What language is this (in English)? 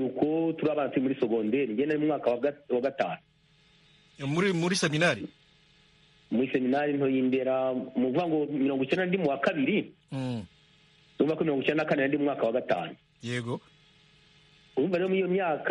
Kinyarwanda